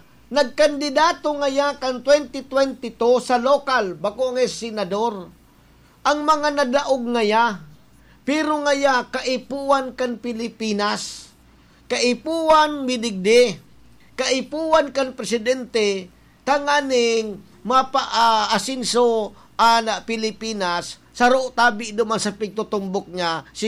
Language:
Bikol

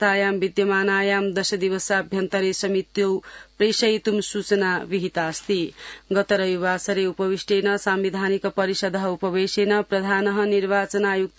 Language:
Sanskrit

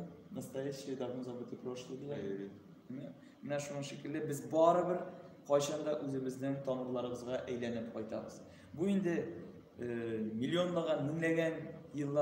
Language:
Tatar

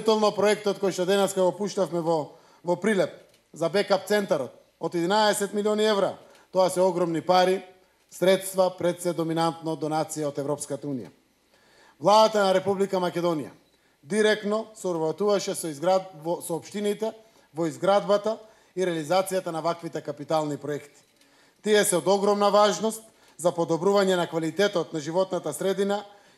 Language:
Macedonian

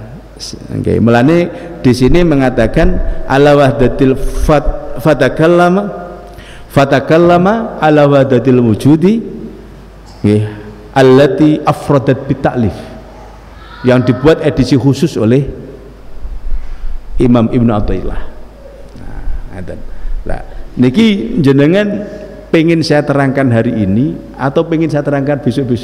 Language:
Indonesian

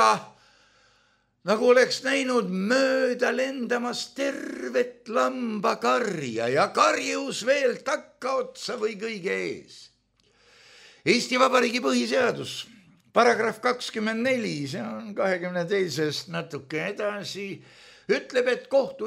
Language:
Estonian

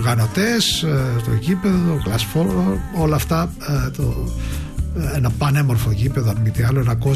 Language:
Greek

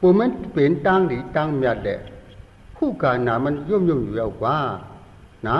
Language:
Shan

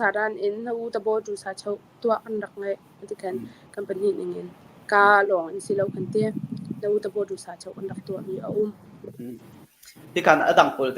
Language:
Hakha Chin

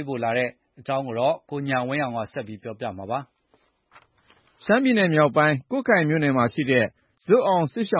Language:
Burmese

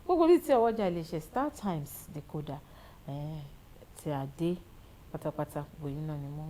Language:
Yoruba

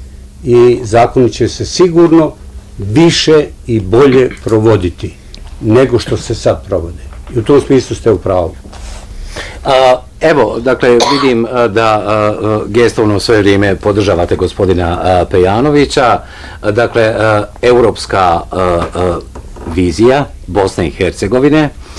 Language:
Bosnian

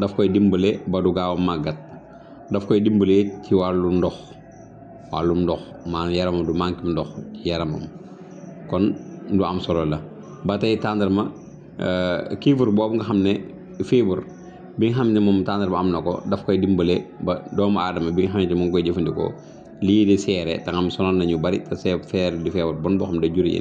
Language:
Wolof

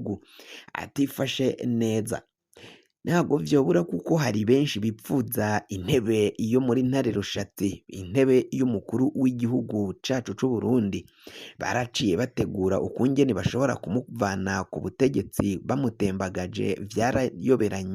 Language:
Rundi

